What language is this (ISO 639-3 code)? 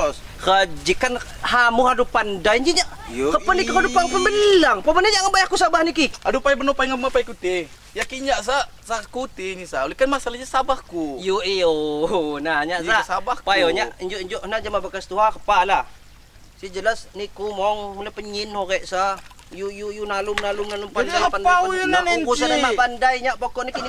ljp